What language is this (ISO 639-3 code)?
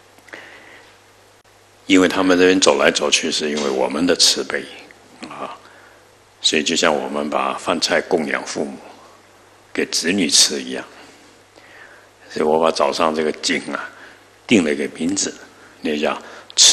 zho